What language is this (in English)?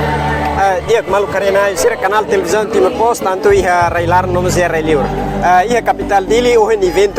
Tetum